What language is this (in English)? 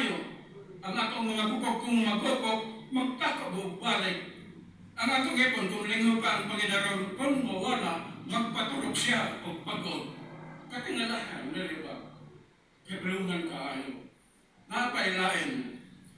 Cebuano